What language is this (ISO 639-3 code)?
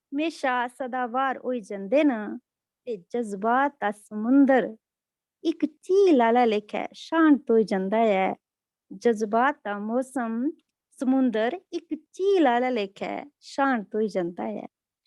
doi